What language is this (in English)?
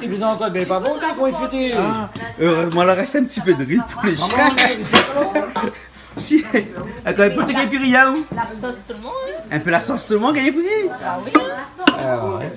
Réunion Creole French